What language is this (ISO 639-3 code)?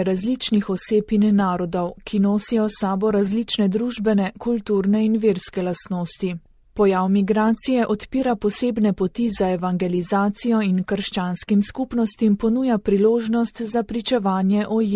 slv